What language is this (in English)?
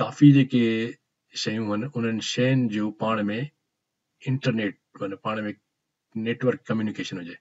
Sindhi